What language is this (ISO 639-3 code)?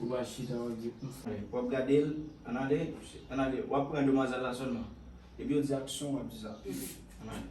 hat